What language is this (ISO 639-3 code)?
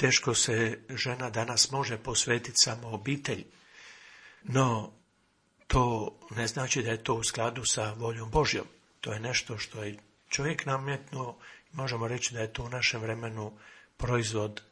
hrv